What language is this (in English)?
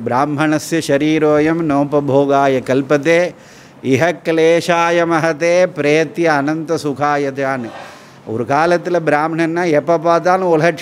Tamil